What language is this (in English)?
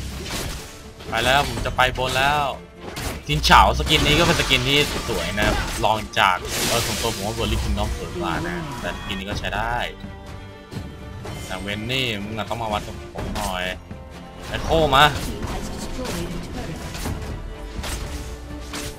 Thai